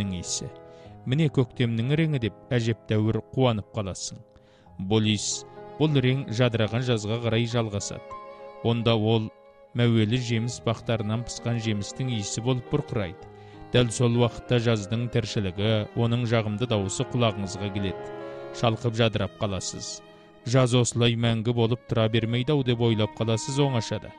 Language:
Kazakh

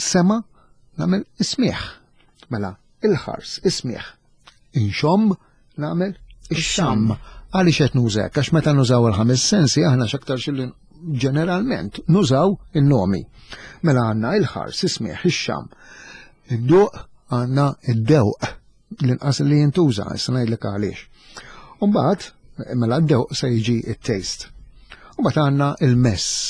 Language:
Maltese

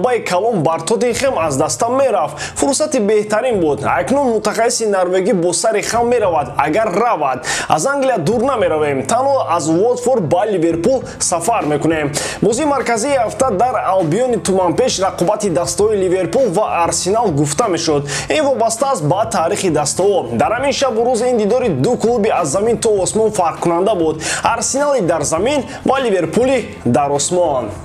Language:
Tajik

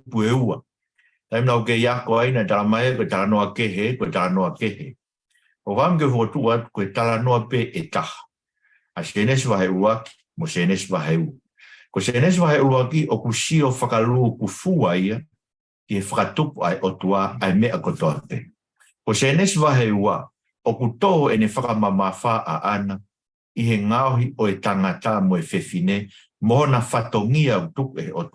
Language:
Tongan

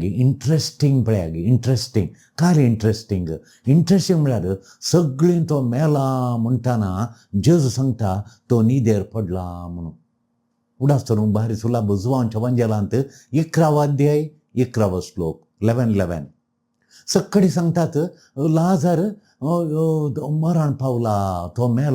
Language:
Konkani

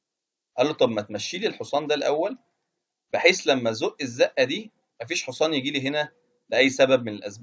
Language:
Egyptian Arabic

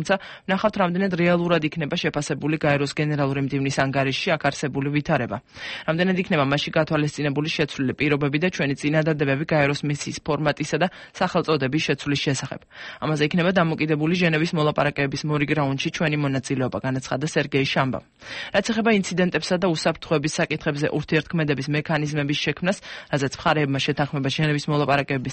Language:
Georgian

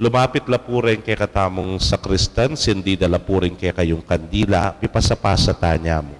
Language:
Pampanga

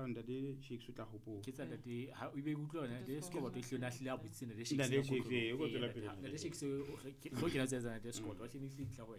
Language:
Southern Sotho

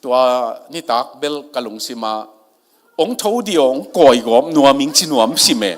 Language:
Tedim Chin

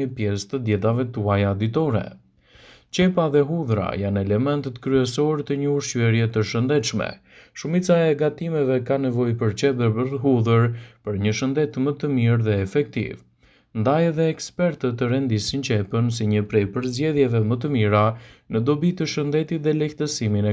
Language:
Albanian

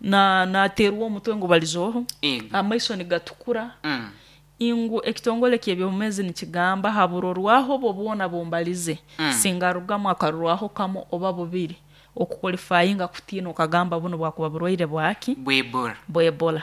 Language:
Nyoro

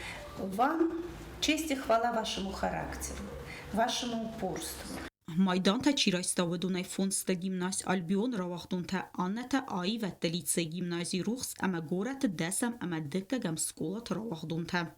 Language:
Ossetic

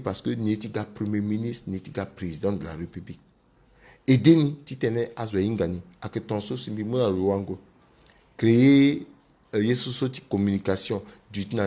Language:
Sango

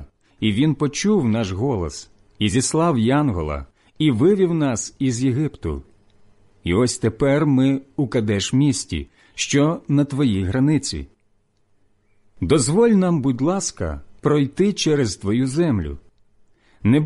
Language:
Ukrainian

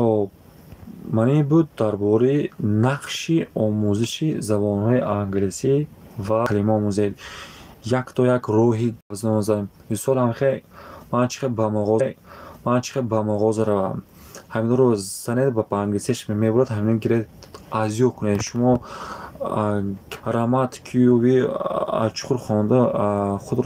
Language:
Tajik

